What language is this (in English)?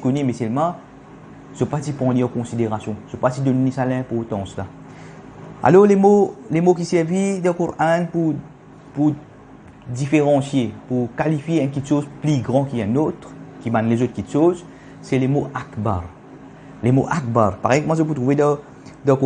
Morisyen